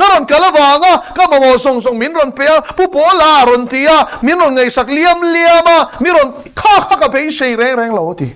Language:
Mizo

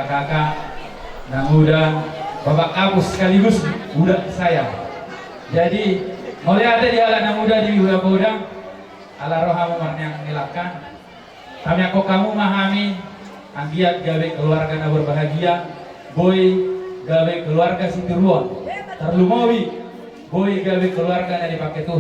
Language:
Batak Toba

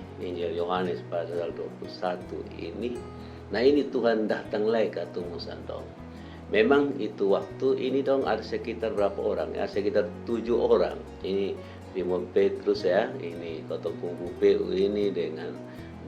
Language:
Kupang Malay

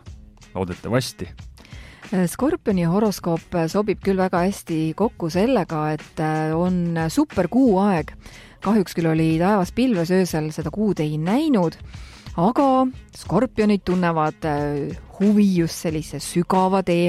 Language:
Estonian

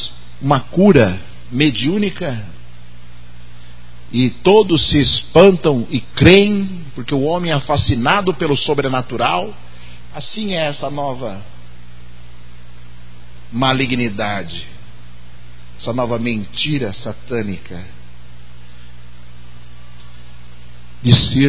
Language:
Portuguese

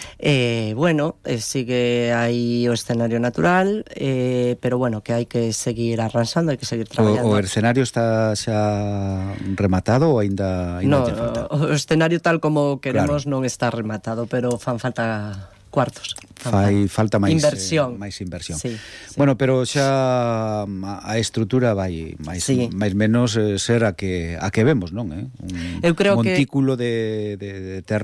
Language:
Galician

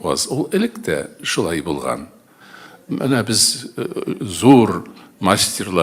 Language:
Tatar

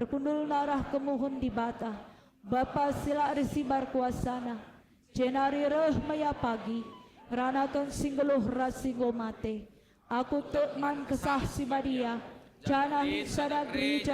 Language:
Batak Karo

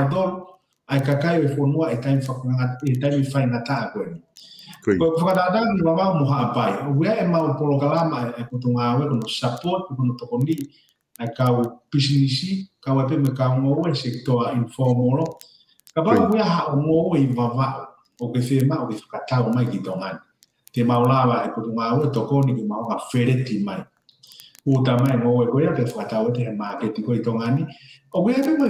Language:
Tongan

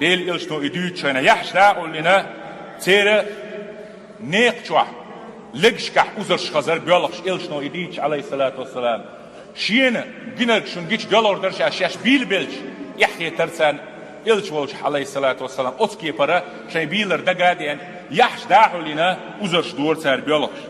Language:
Chechen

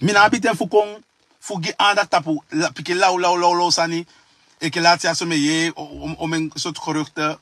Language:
Sranan Tongo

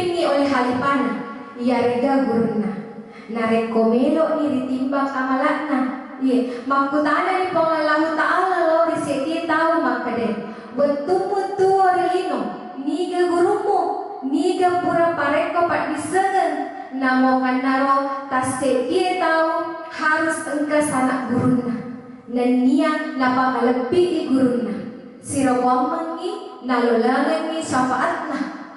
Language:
Buginese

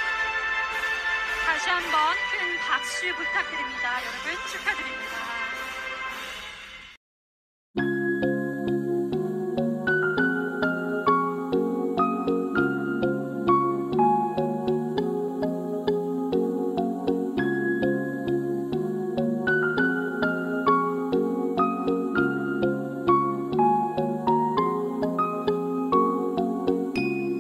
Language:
Korean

